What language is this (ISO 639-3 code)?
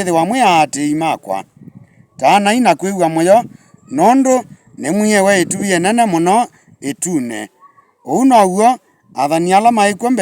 kam